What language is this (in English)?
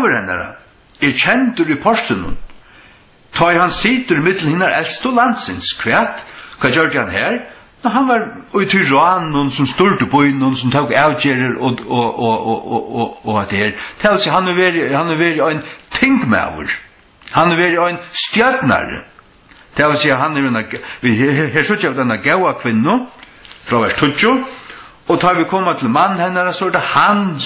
Faroese